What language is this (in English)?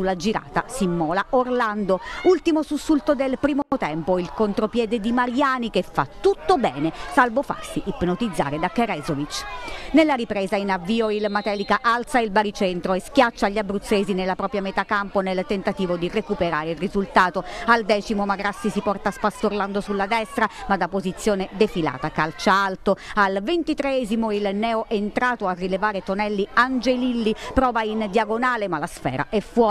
Italian